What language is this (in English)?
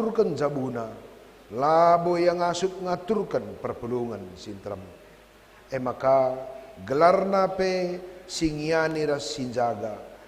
Batak Karo